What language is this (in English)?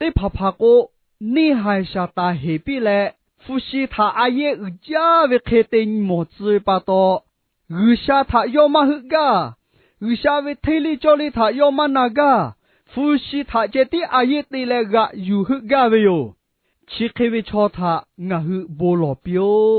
Lahu